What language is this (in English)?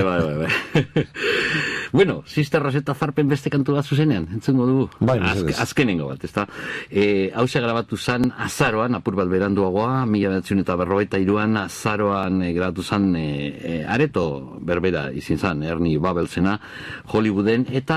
Basque